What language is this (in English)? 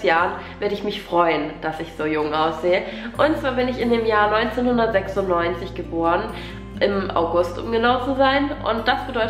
German